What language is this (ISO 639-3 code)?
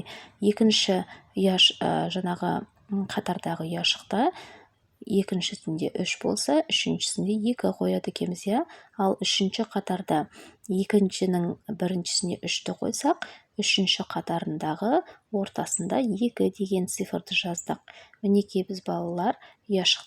kaz